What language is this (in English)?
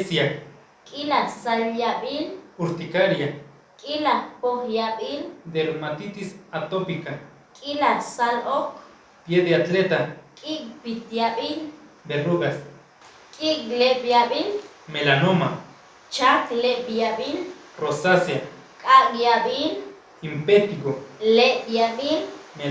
Chuj